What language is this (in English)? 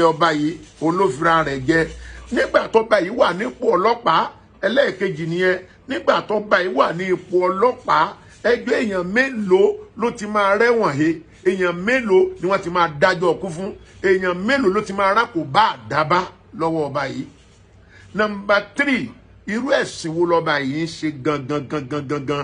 Yoruba